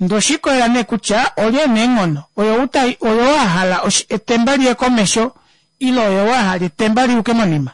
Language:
Kuanyama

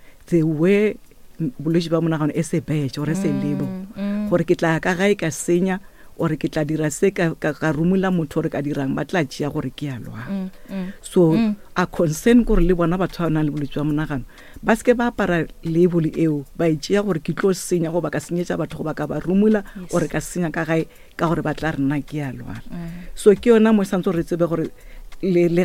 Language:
Northern Sotho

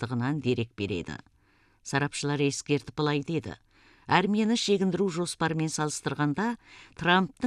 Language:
Kazakh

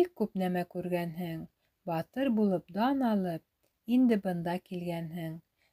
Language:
Bashkir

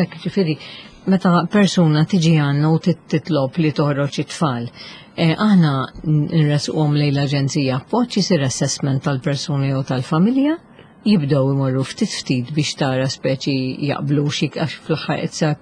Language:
Maltese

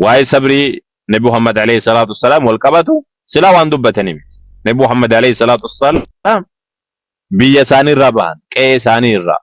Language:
Oromo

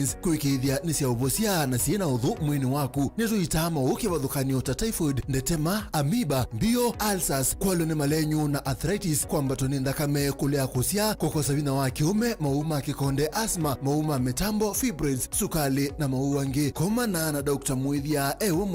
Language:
Kamba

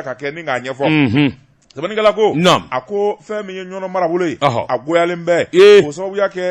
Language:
Bambara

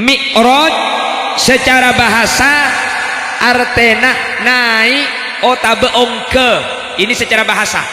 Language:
Madurese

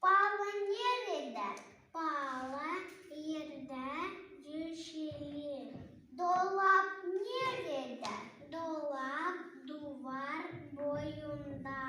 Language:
Gagauz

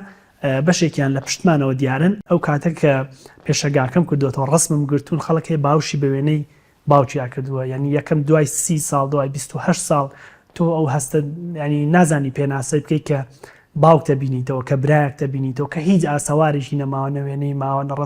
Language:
Central Kurdish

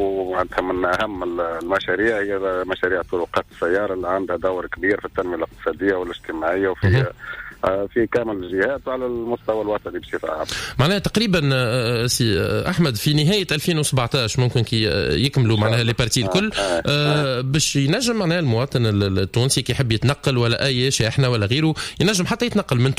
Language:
Tunisian Arabic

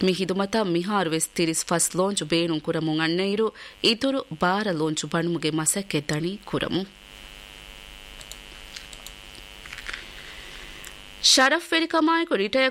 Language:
Divehi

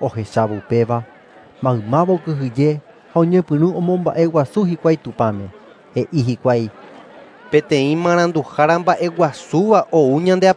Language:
Guarani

